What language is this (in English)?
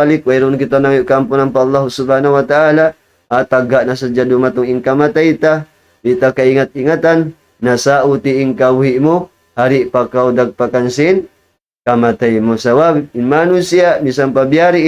Tausug